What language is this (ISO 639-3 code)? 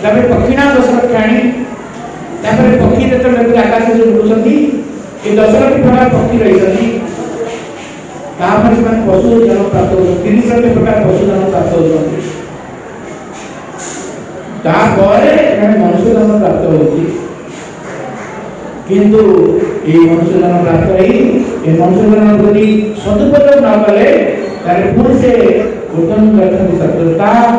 ori